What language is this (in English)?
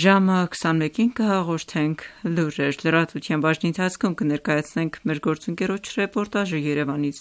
Armenian